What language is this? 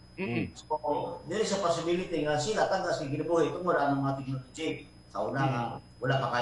Cebuano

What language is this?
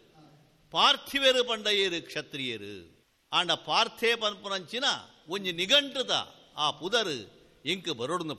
Tulu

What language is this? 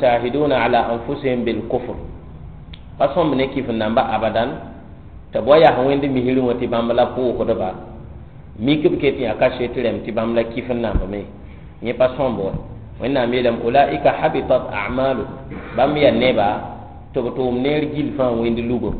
Mossi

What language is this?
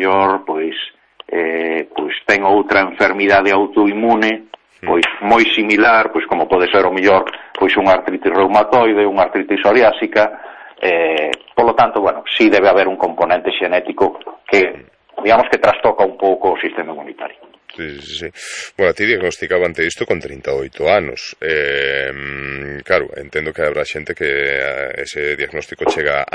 Galician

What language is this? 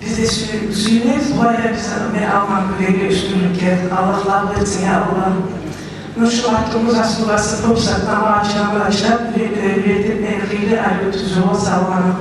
Kumyk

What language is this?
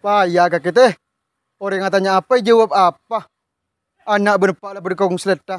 Madurese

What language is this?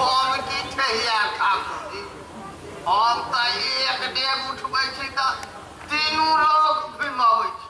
Maithili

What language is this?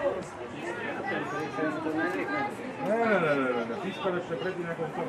Slovak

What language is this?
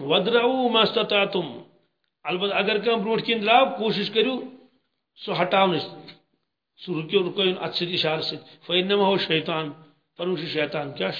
Kashmiri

